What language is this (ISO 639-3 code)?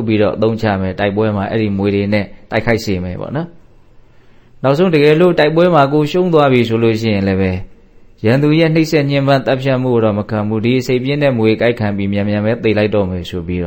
mya